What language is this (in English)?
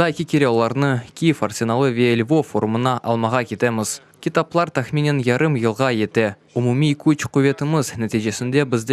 Crimean Tatar